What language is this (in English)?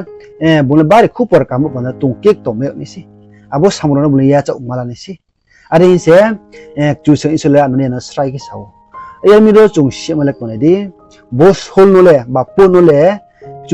Riang (India)